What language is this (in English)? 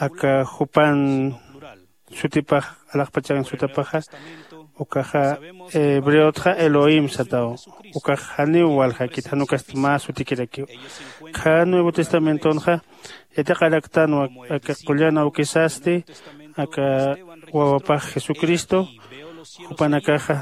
Aymara